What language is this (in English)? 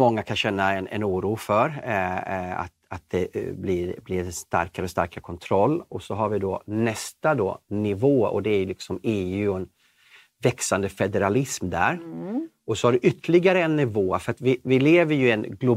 Swedish